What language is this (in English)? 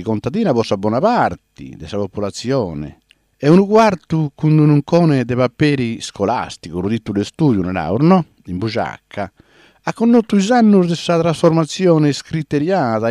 Sardinian